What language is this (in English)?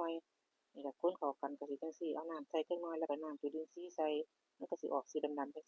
Northeastern Thai